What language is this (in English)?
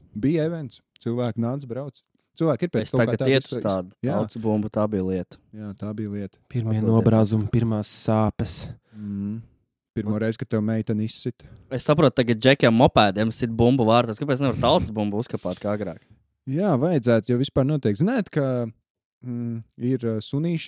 Latvian